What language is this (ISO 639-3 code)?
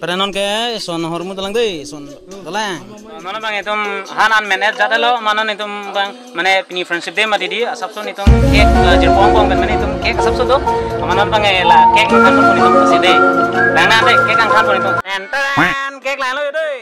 mjw